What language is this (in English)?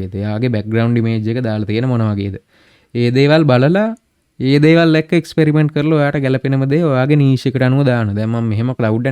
Sinhala